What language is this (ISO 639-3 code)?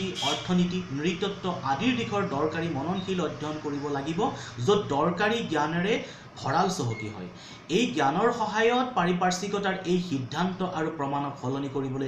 asm